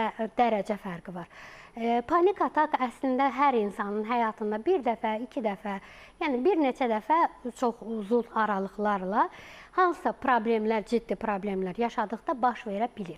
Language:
Azerbaijani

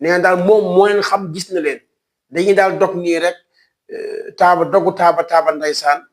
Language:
Wolof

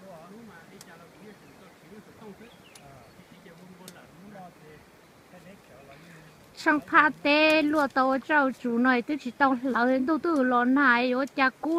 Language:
Vietnamese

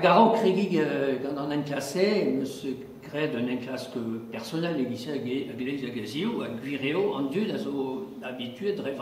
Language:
Breton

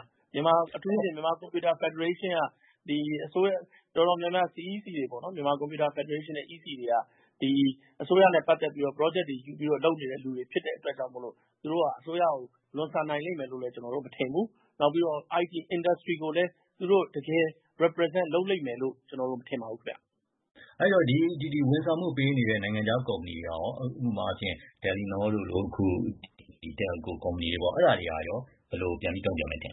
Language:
Burmese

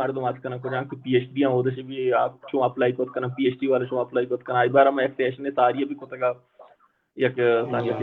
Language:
Baluchi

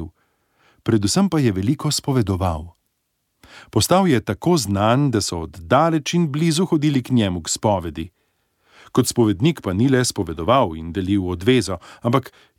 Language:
Slovenian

